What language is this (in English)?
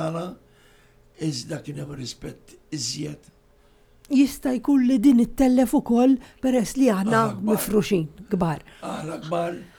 Maltese